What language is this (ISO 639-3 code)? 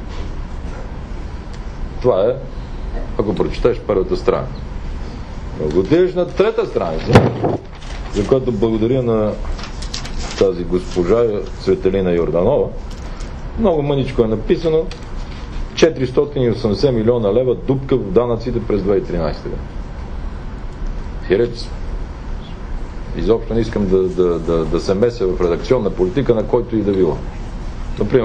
bul